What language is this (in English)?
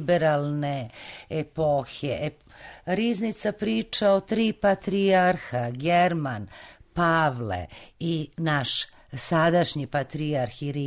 Serbian